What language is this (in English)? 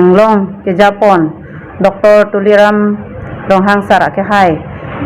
Karbi